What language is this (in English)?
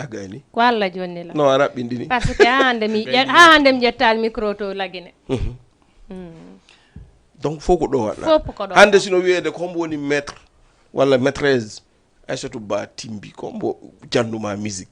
Fula